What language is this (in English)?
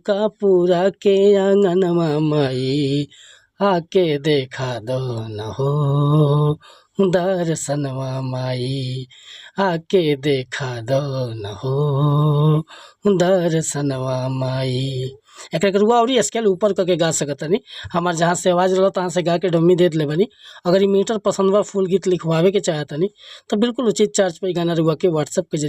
Bhojpuri